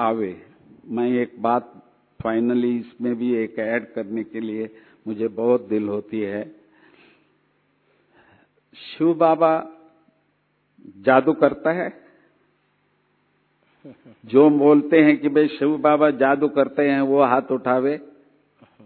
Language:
Hindi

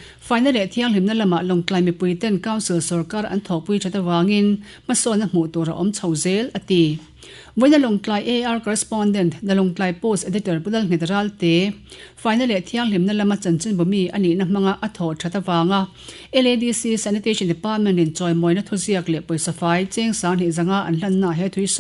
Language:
Mizo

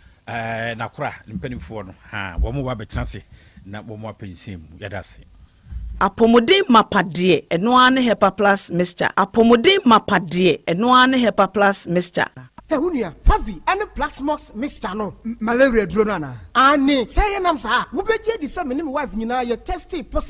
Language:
Akan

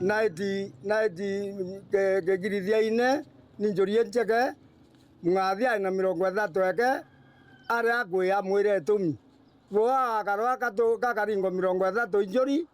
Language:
Meru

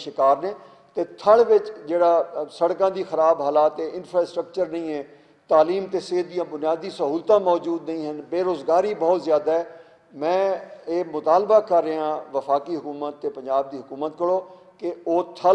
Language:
Western Panjabi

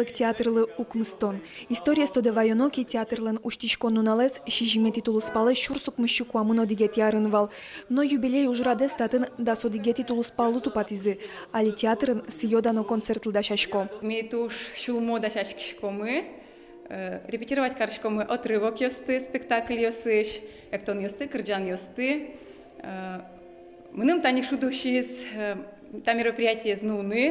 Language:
Udmurt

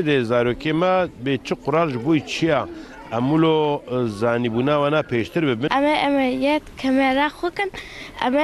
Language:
Kurdish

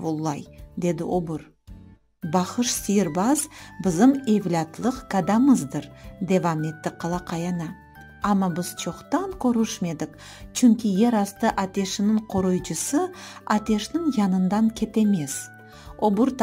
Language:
Crimean Tatar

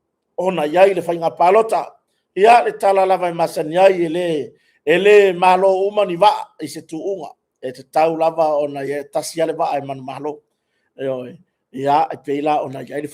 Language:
Samoan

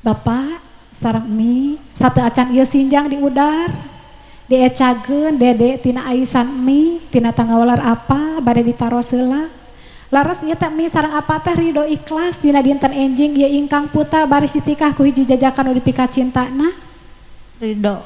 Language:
Sundanese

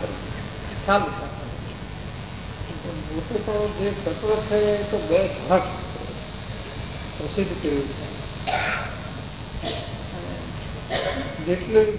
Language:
Gujarati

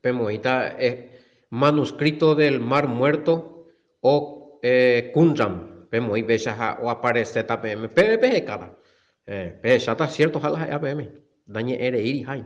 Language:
Guarani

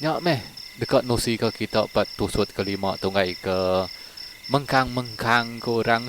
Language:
Iban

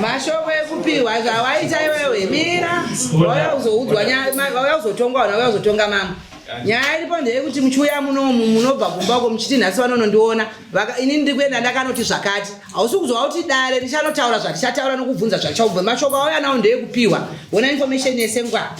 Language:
Shona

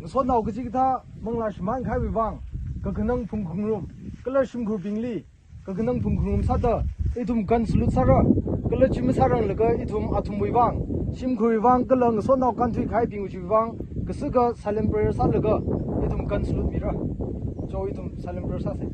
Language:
Tangkhul Naga (India)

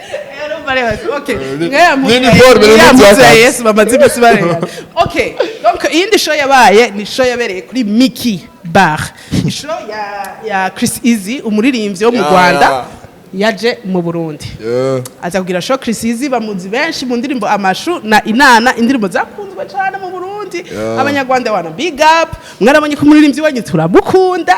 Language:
Rundi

